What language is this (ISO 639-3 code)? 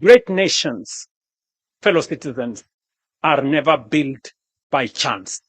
guz